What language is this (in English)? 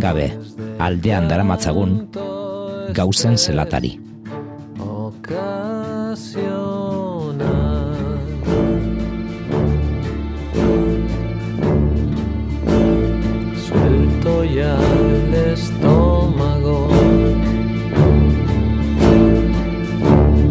Basque